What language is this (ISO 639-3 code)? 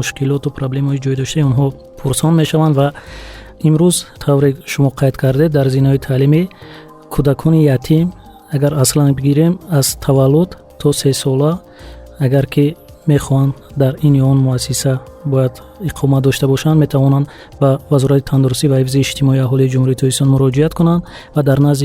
tgk